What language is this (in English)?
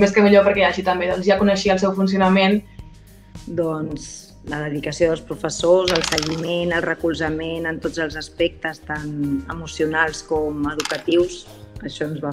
Catalan